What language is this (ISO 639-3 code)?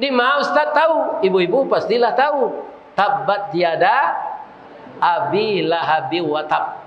min